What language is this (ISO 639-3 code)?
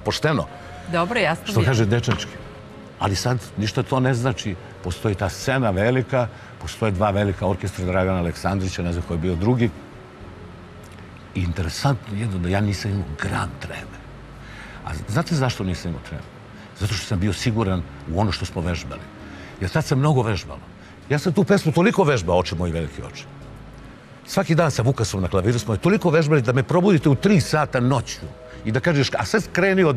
srp